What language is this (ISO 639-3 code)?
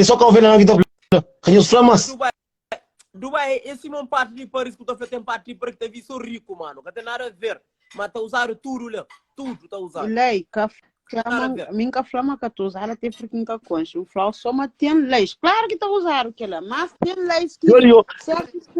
kea